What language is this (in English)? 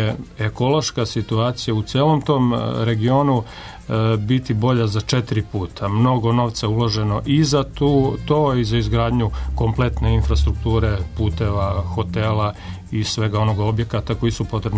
Serbian